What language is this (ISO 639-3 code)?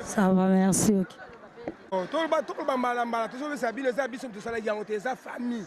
lin